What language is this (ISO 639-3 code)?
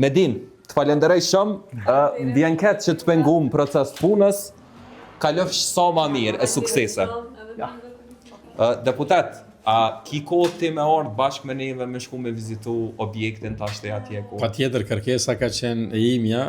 sqi